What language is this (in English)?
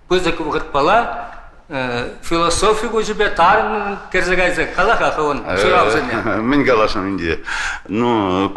Chuvash